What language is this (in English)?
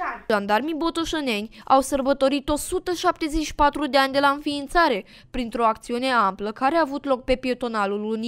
Romanian